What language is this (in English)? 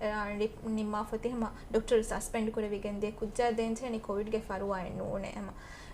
Divehi